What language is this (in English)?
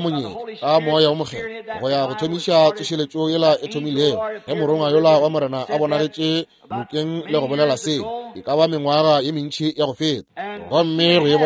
Northern Sotho